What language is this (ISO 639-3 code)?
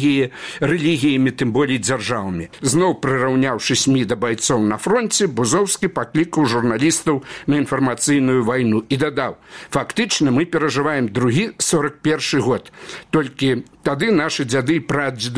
bel